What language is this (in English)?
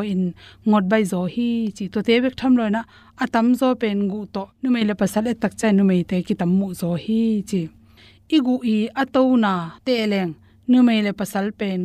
Tedim Chin